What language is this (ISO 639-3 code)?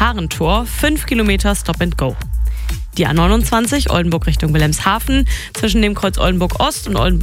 deu